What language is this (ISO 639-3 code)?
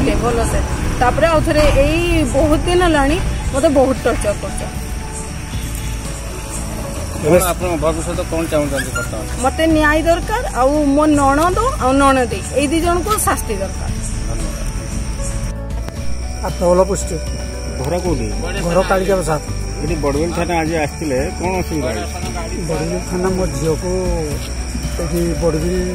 ori